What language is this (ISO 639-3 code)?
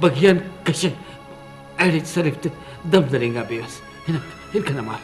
brh